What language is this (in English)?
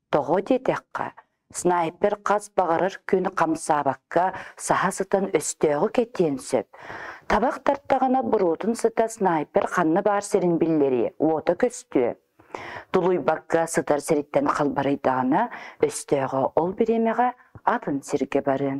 Yakut